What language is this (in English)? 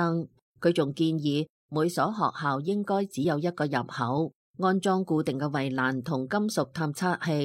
Cantonese